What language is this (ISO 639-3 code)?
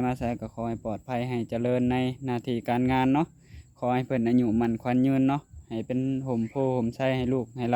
lao